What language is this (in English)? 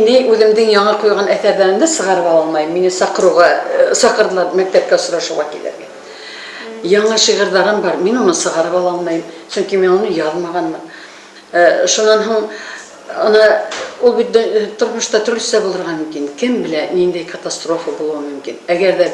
Bashkir